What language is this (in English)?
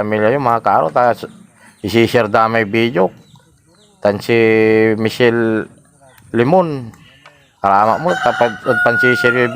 Pangasinan